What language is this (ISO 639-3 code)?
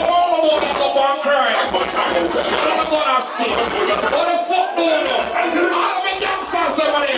jam